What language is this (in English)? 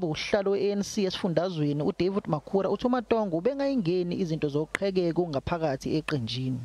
Zulu